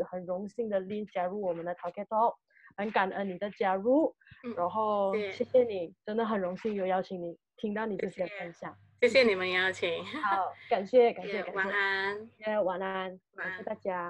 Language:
Chinese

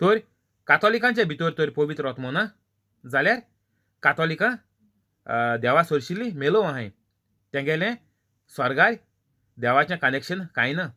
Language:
Konkani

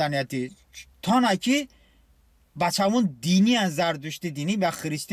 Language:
Talysh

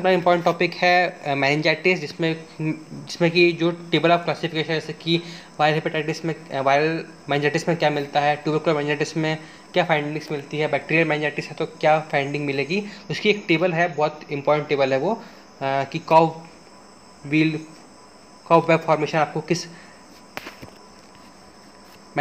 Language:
Hindi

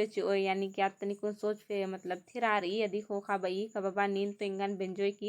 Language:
Kurukh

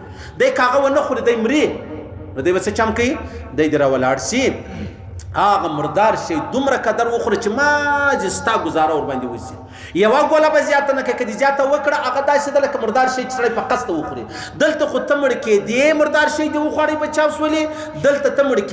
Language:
Pashto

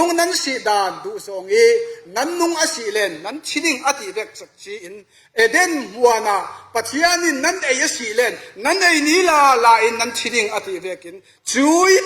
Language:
Falam Chin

